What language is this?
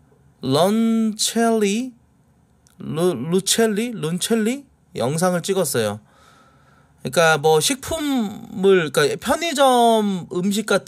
Korean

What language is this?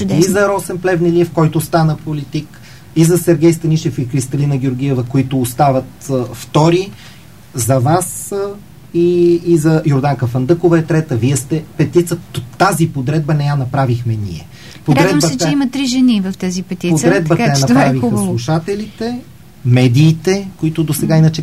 Bulgarian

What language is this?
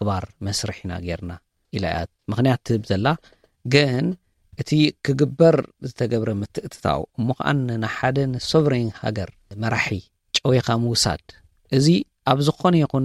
Tigrinya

